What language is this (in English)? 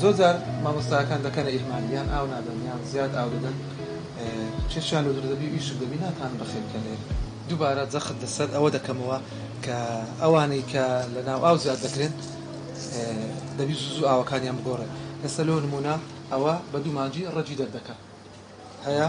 Central Kurdish